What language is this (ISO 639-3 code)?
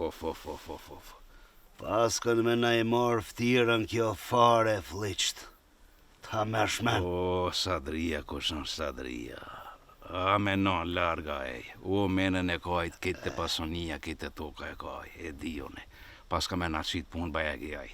sqi